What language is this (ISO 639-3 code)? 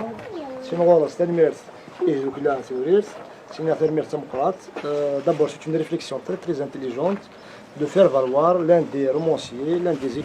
kab